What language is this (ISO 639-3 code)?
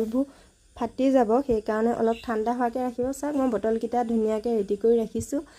asm